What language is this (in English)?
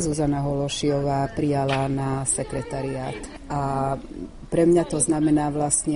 Slovak